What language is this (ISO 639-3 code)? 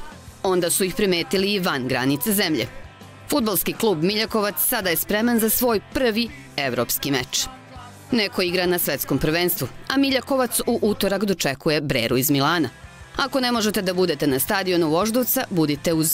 srp